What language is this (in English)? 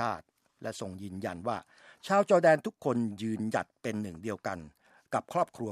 Thai